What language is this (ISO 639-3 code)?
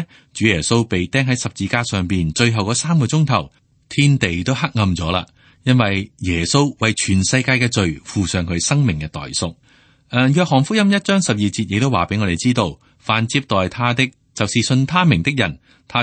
yue